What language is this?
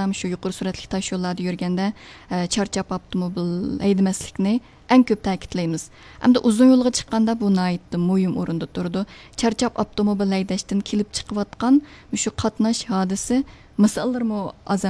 Uyghur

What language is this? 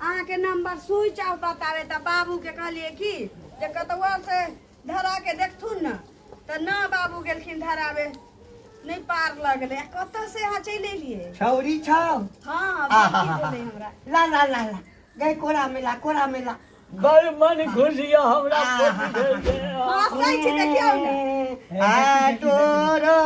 Maithili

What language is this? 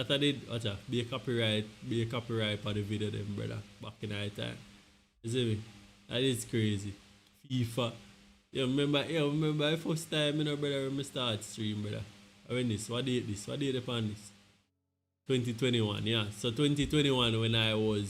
Jamaican Creole English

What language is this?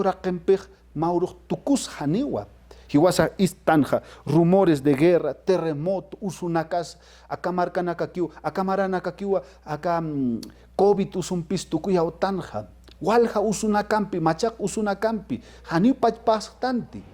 Aymara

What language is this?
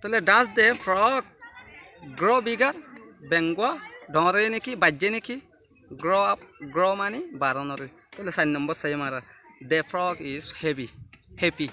Rohingya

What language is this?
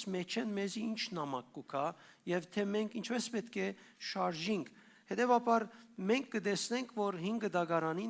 Western Armenian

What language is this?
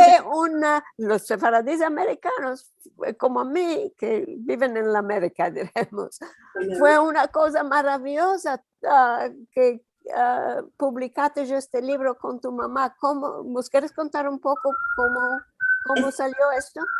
Ladino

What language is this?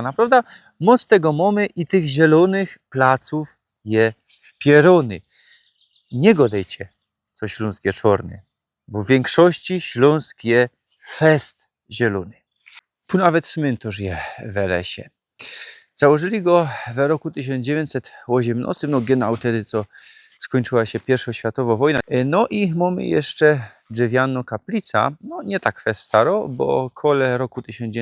Silesian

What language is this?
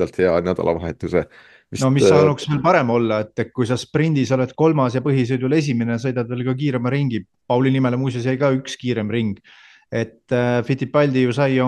Estonian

